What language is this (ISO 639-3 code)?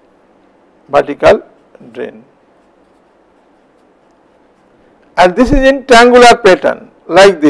eng